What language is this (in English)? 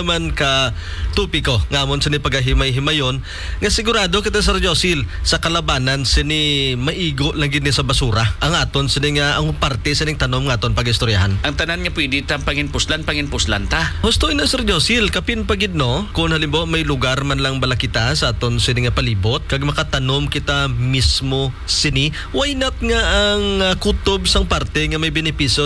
Hiligaynon